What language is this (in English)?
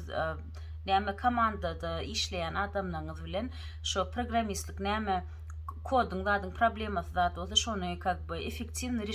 Turkmen